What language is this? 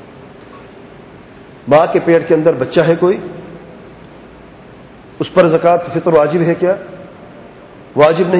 Urdu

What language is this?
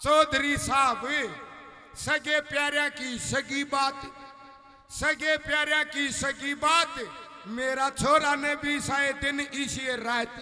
Haryanvi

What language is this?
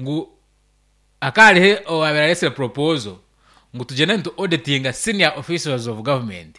Nyankole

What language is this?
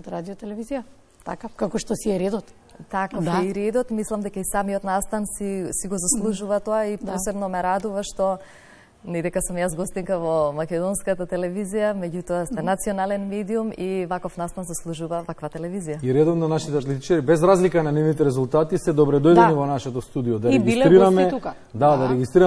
Macedonian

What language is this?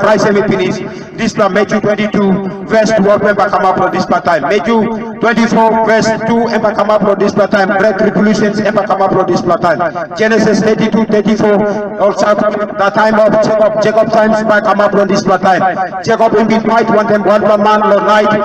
Tok Pisin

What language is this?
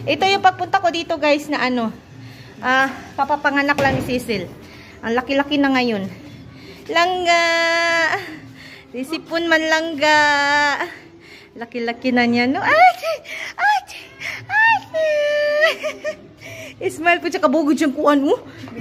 Filipino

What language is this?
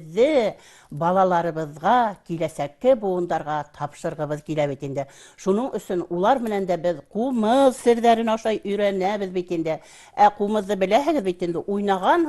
Bashkir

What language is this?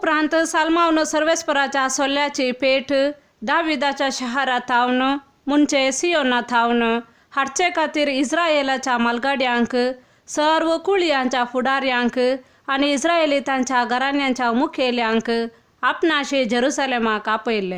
Konkani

